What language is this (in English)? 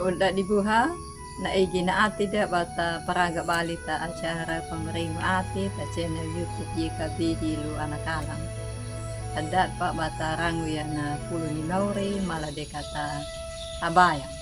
Anakalangu